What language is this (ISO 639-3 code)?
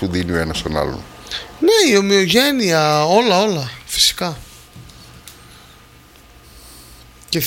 ell